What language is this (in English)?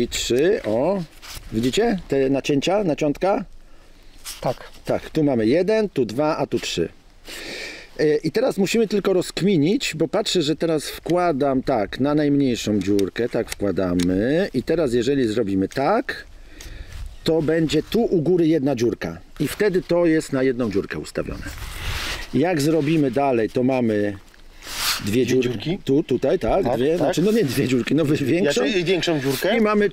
Polish